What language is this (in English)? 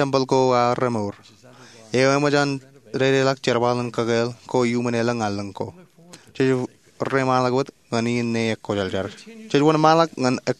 Marshallese